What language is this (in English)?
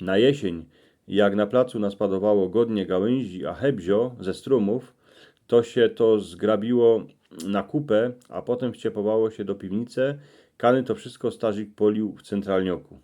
Silesian